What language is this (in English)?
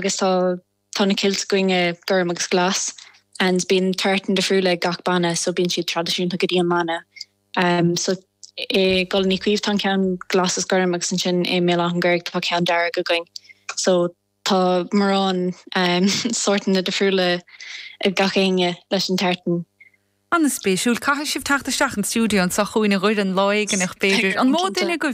Irish